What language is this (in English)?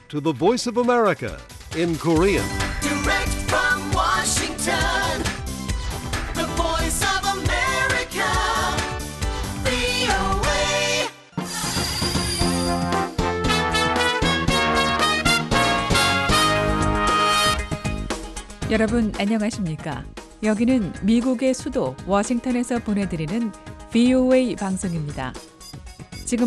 Korean